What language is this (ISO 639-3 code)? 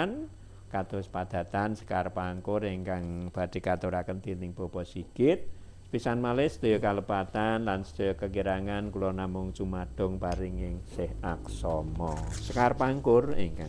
jav